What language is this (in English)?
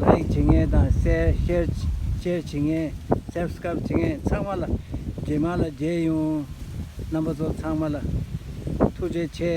Tibetan